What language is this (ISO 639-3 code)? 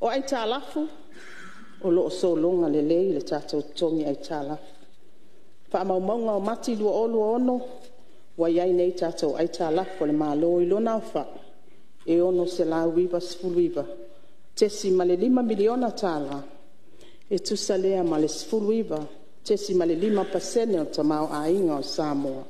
smo